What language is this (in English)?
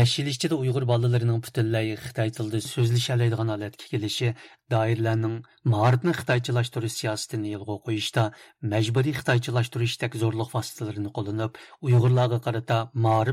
Uyghur